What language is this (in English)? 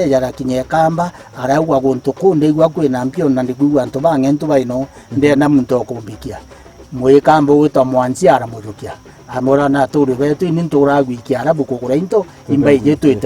Meru